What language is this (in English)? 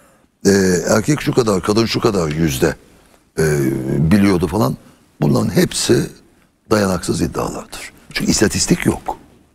Turkish